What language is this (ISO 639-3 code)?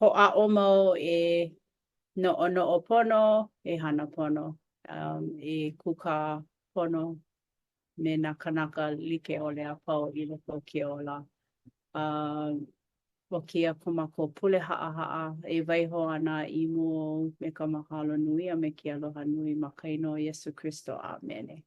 haw